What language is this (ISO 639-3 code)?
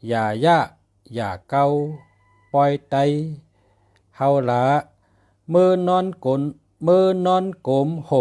shn